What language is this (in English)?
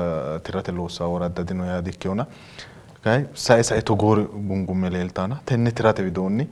Sidamo